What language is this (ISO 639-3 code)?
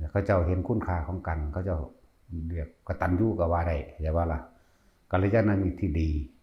tts